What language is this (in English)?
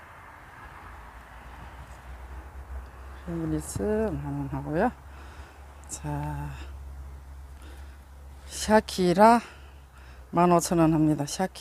Korean